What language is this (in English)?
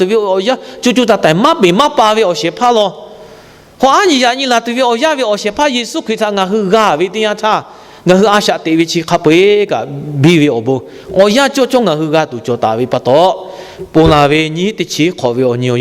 Lahu